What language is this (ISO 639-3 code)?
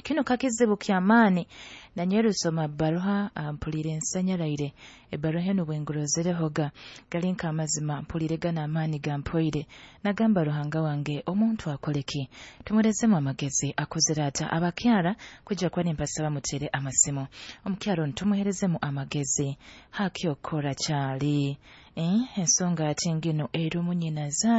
nyo